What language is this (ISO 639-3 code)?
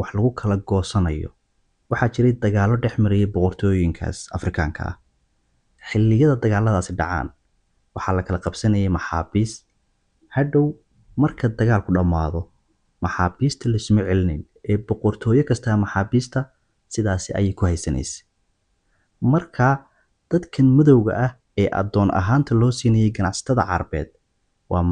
som